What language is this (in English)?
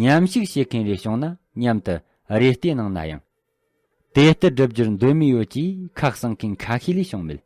Tibetan